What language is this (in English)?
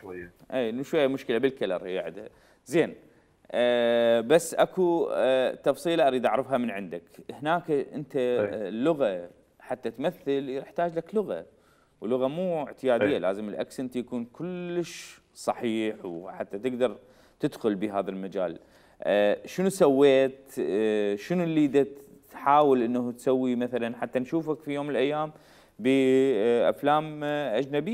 Mesopotamian Arabic